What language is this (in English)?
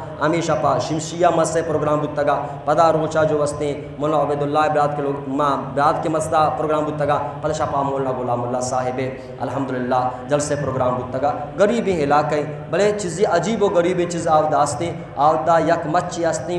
Baluchi